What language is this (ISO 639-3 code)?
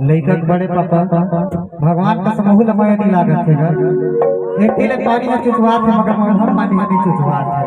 hne